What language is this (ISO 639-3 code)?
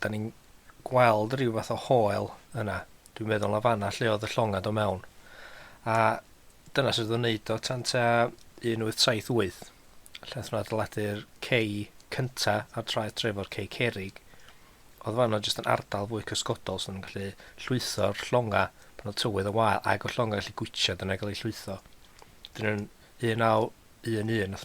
cym